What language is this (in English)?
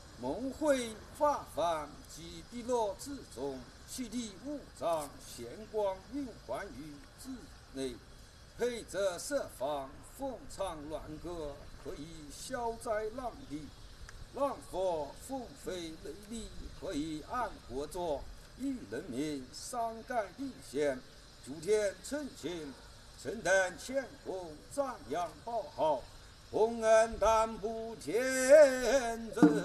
Chinese